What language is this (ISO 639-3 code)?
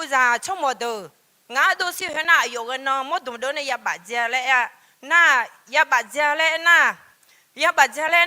ahk